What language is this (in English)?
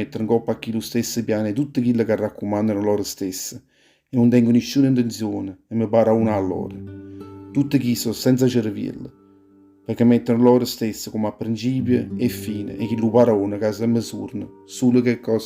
Neapolitan